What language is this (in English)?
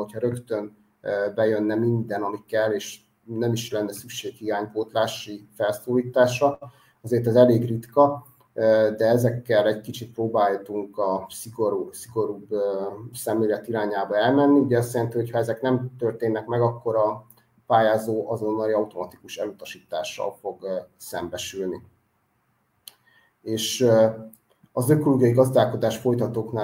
Hungarian